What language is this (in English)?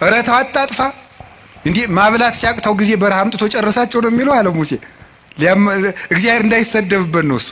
Amharic